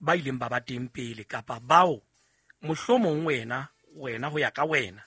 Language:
Southern Sotho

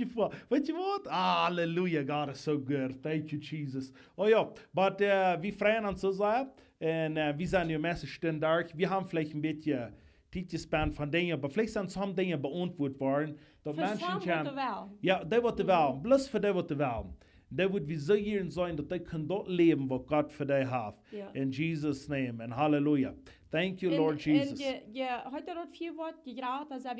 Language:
Plautdietsch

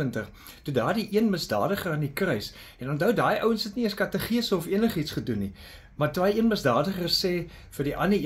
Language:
Afrikaans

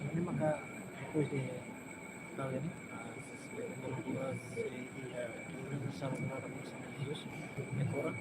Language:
Tetum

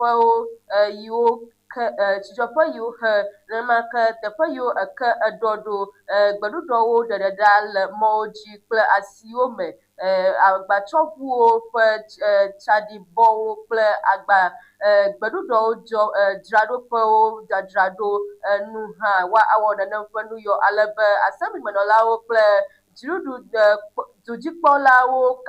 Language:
Ewe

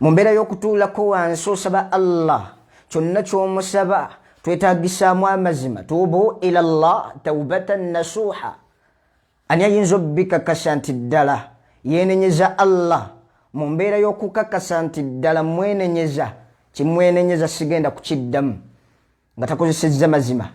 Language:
Ganda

